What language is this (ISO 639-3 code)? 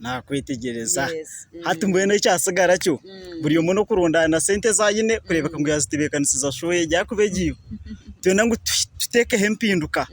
nyn